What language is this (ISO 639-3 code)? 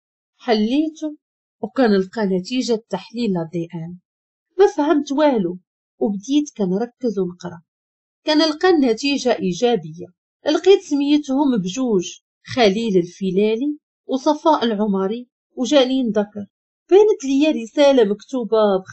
ary